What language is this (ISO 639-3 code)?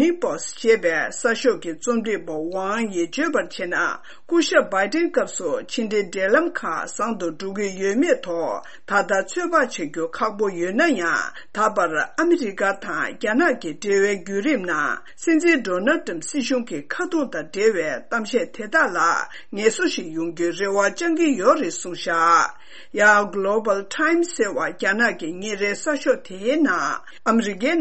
bod